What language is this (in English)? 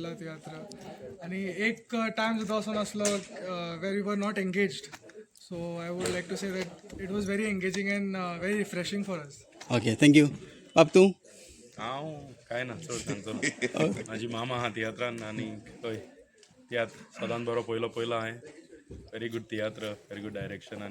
Konkani